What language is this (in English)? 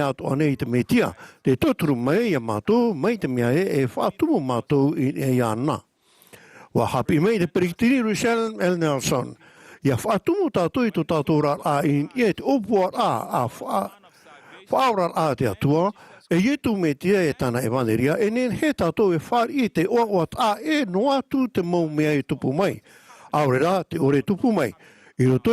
Tahitian